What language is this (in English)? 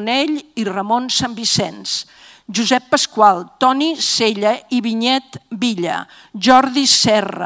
Catalan